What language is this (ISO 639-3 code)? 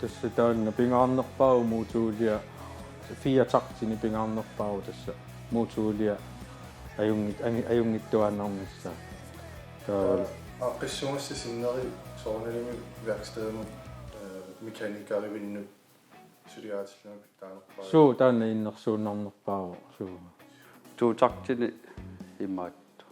kal